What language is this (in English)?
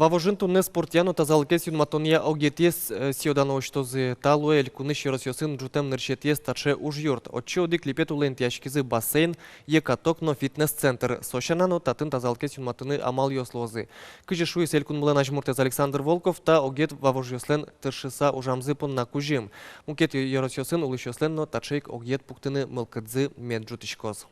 Udmurt